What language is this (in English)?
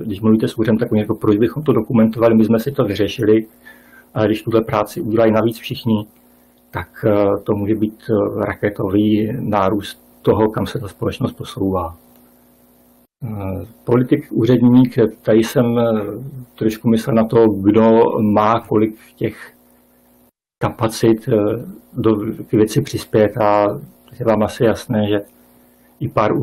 Czech